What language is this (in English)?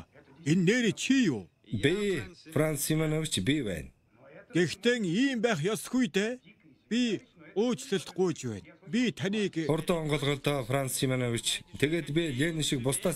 Mongolian